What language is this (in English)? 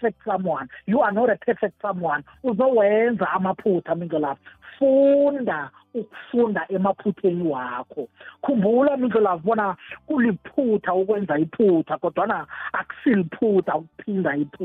South Ndebele